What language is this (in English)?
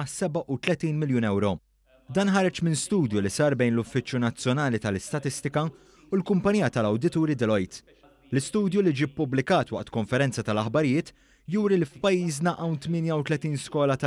Maltese